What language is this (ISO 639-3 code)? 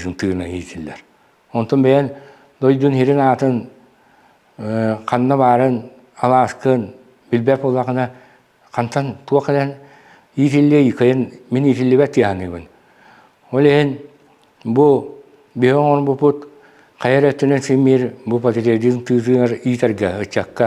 sah